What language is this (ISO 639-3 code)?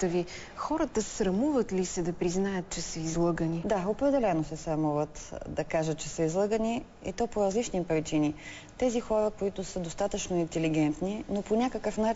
bul